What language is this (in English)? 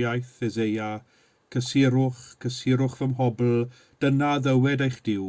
Welsh